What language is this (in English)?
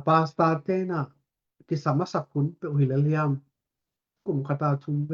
Tedim Chin